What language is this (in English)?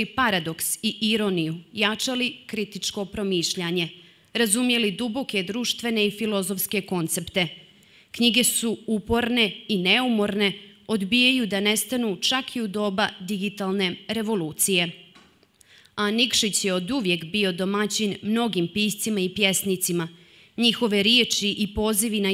Serbian